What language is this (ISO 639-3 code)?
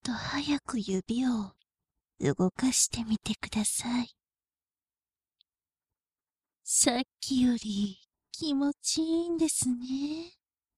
jpn